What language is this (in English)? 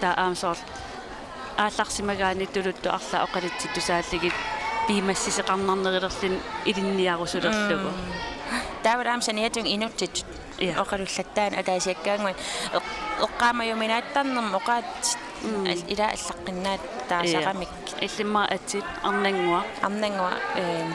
Kalaallisut